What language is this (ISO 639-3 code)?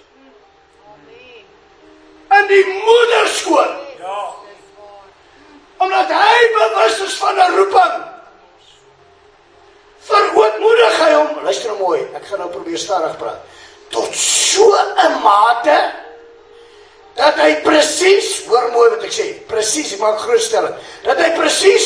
afr